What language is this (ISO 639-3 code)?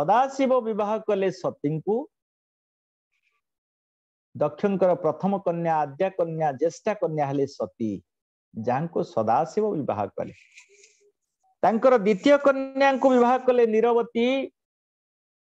ori